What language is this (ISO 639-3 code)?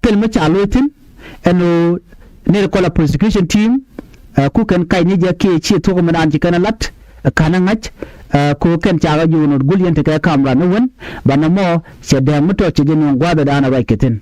nus